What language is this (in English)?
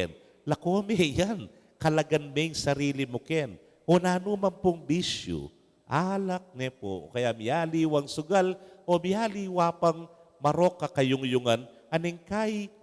Pampanga